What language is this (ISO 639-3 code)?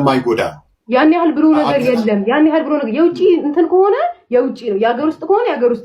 amh